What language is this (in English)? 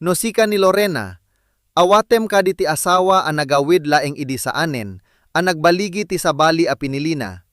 Iloko